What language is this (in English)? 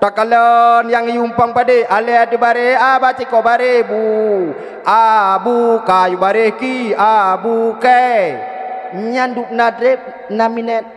Achinese